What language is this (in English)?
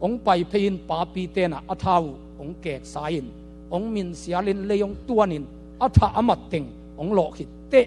Tedim Chin